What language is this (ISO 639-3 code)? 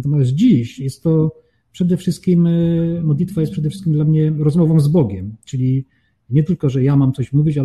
pol